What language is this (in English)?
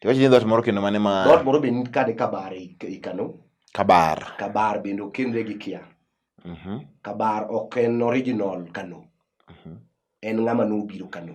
Luo (Kenya and Tanzania)